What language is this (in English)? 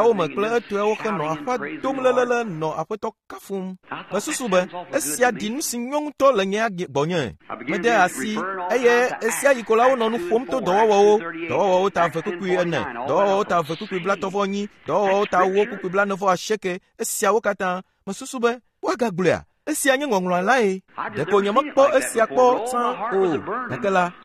Ewe